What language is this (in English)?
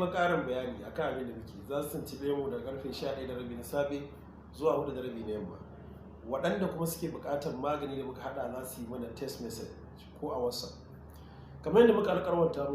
Hausa